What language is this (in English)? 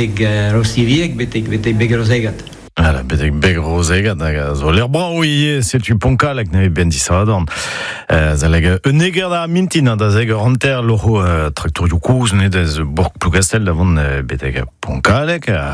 Breton